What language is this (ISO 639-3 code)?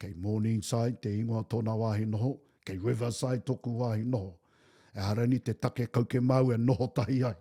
mri